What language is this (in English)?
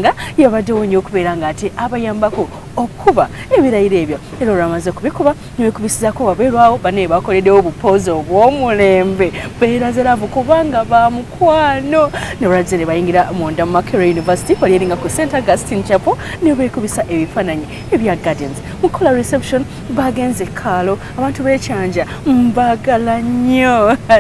Ganda